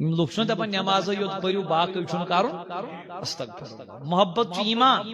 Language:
Kashmiri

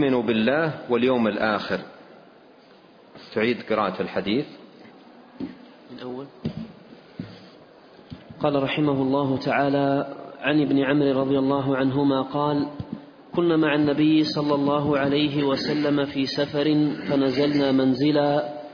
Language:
Arabic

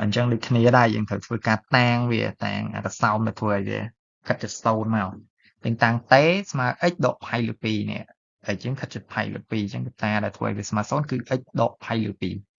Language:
Khmer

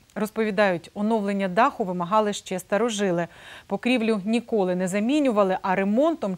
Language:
Ukrainian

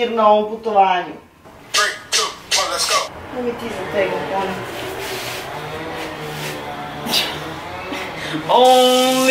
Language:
Serbian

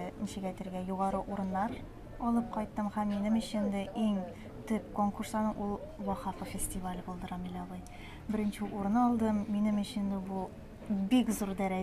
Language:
Tatar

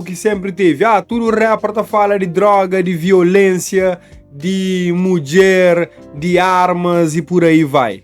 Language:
Kabuverdianu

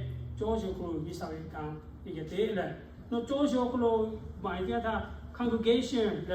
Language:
Lahu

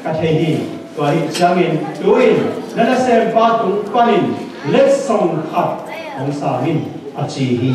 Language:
Tedim Chin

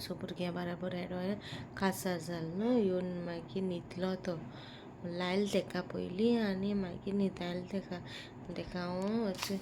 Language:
Konkani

